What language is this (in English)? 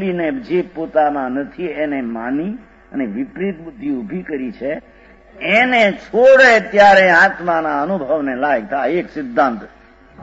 Gujarati